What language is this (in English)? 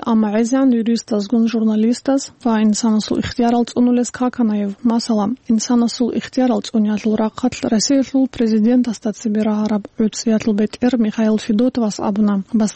Avaric